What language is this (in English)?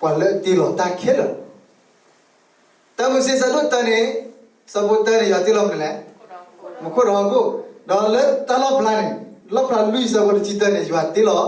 S'gaw Karen